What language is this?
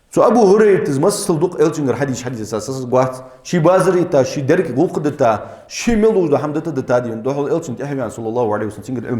Ingush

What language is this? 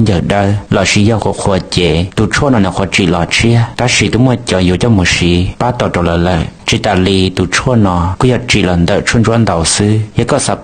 Hmong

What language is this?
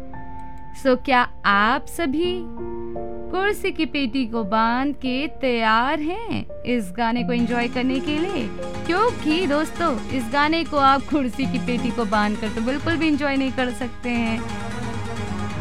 Hindi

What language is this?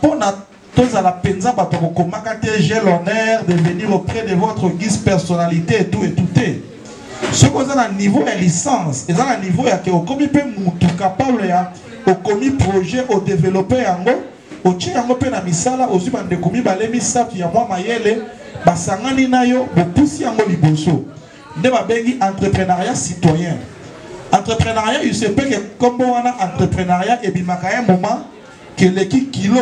Lingala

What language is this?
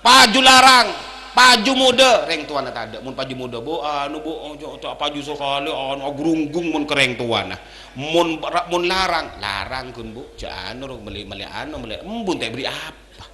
Madurese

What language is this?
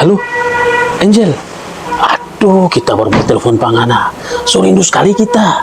Manado Malay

